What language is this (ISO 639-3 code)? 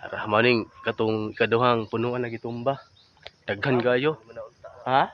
ceb